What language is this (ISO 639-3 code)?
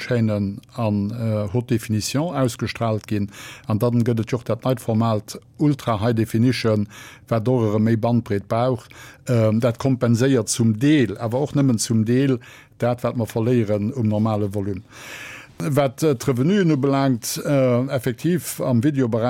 ltz